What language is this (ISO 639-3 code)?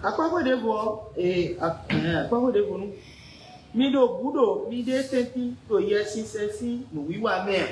fon